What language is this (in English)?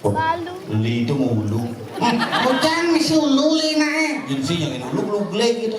Balinese